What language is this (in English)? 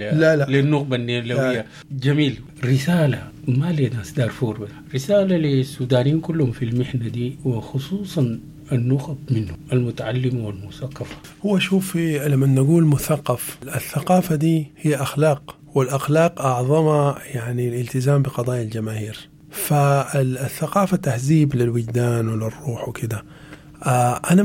Sudanese Arabic